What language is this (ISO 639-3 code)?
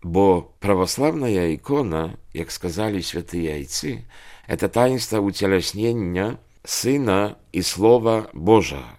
bel